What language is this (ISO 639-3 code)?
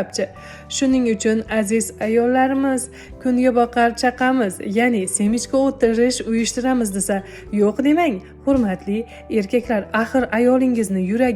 uzb